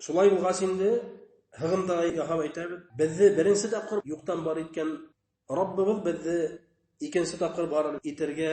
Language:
Bashkir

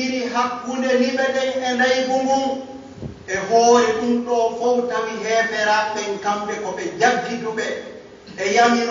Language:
Pular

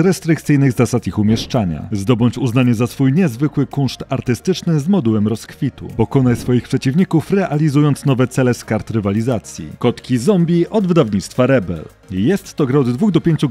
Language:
Polish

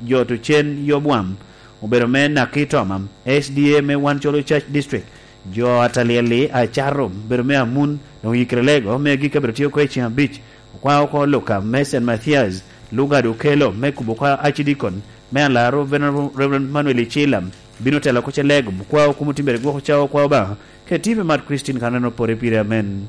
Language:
Lango (Uganda)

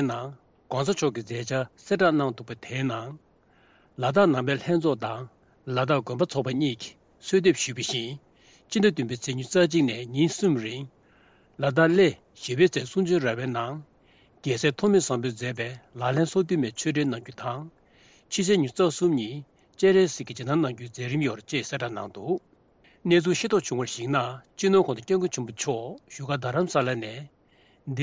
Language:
Tibetan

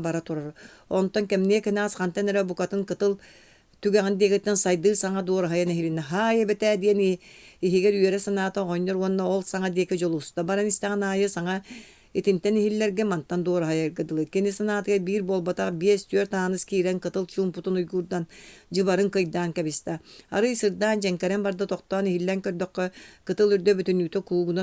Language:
Yakut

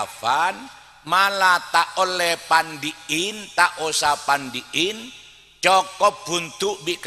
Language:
Madurese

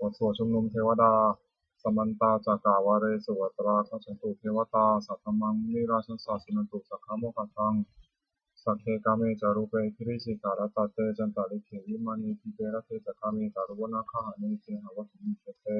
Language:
Pali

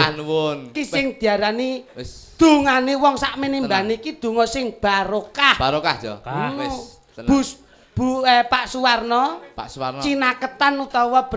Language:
Javanese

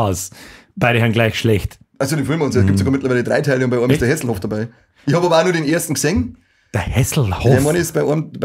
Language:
Bavarian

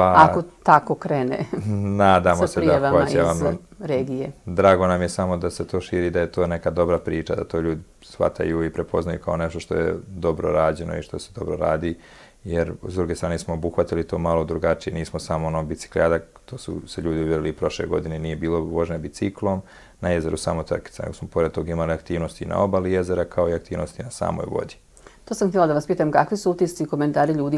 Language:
Serbian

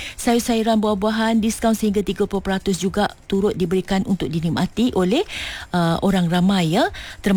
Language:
Malay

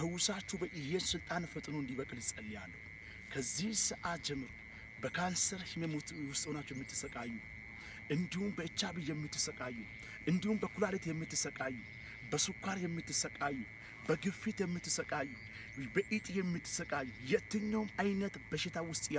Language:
Amharic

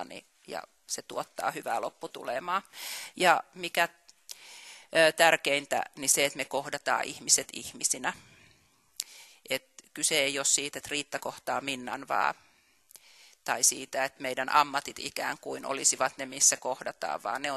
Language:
Finnish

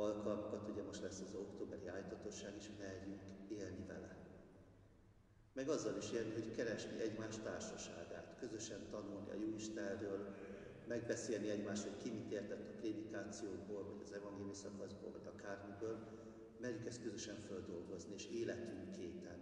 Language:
Hungarian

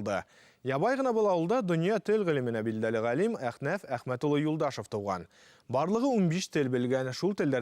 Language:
Bashkir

